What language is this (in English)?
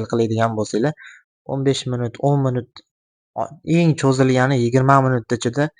Uzbek